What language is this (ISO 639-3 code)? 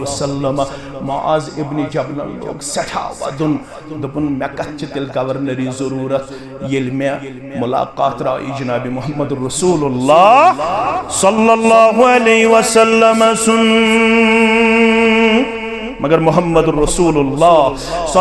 kas